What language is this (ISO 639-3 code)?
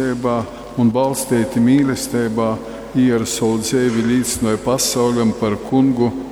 ltg